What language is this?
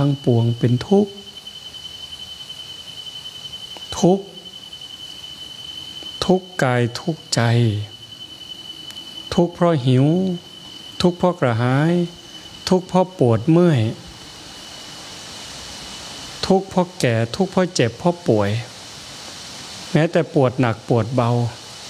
Thai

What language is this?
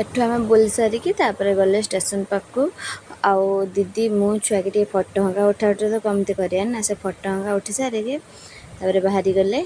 Odia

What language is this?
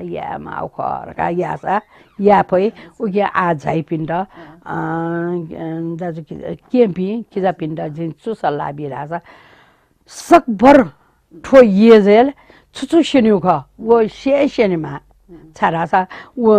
Newari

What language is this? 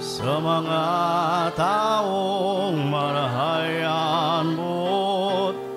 Bikol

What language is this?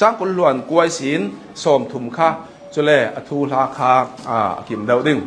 Hakha Chin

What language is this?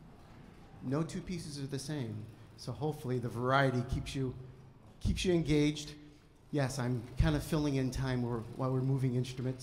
English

